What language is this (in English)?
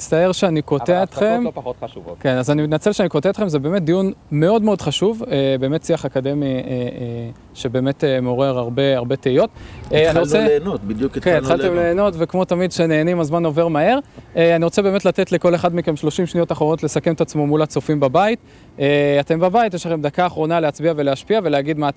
Hebrew